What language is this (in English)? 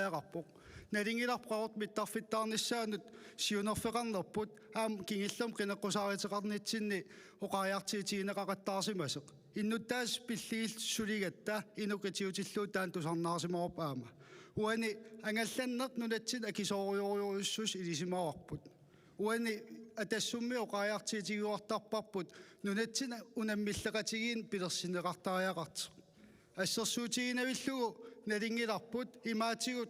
Kalaallisut